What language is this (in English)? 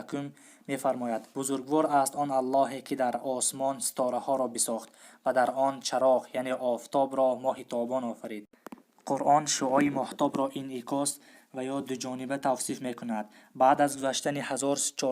Tajik